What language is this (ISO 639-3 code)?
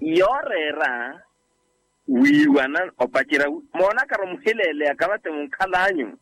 vmw